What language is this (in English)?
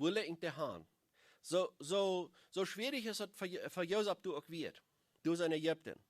Plautdietsch